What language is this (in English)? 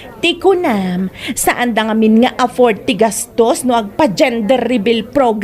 Iloko